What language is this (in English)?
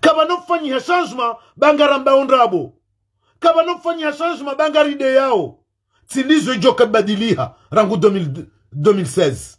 Ngazidja Comorian